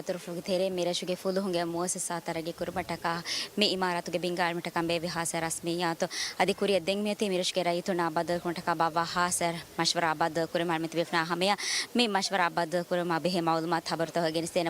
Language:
Divehi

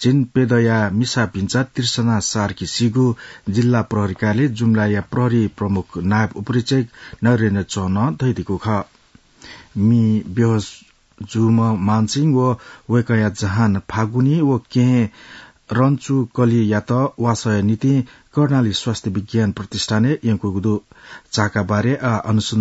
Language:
Newari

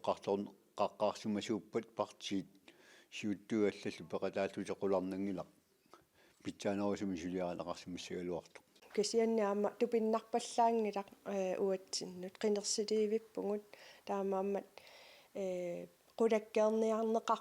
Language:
Kalaallisut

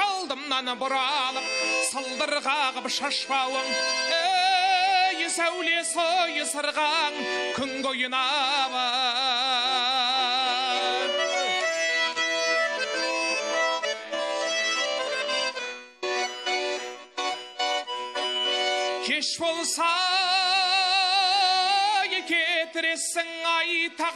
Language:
Kazakh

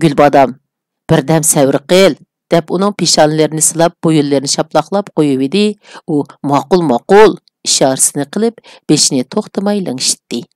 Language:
Uyghur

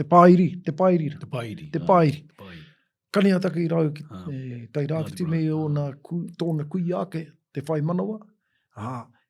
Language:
Māori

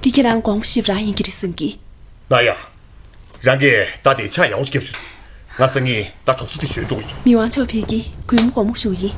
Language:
Tibetan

